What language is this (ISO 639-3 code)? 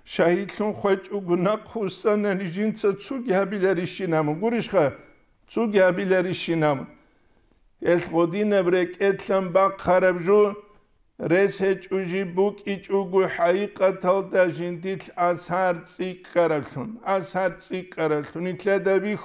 ava